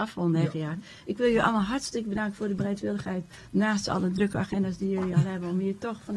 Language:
Dutch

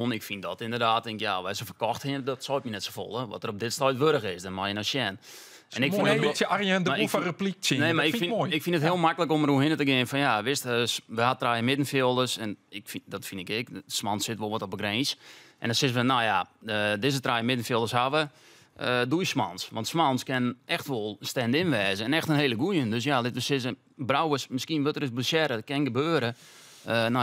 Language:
Western Frisian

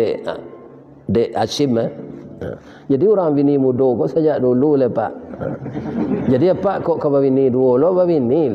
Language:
Minangkabau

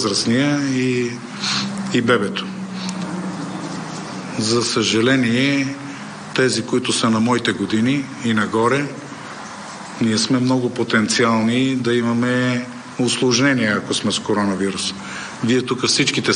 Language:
Bulgarian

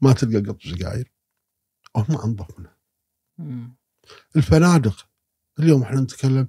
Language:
Gulf Arabic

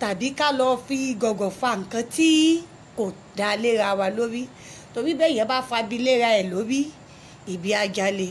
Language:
Yoruba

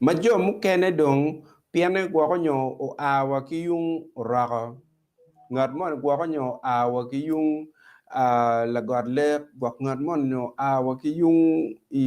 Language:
Acoli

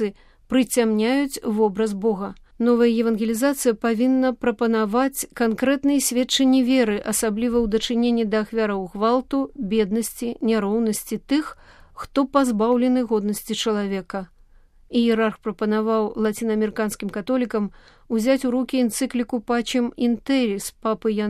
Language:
Belarusian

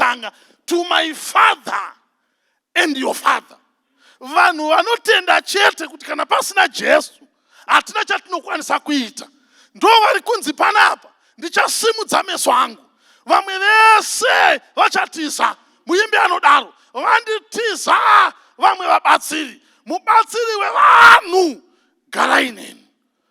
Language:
Shona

